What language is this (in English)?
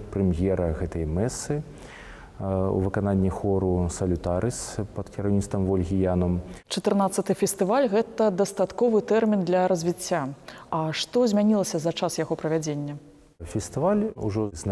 Belarusian